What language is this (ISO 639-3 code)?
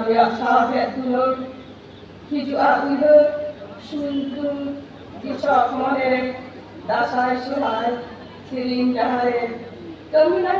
sat